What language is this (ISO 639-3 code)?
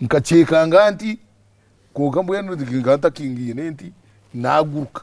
nyn